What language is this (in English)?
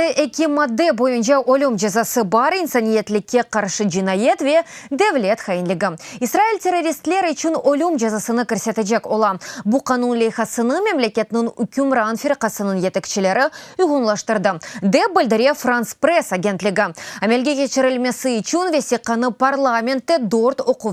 Crimean Tatar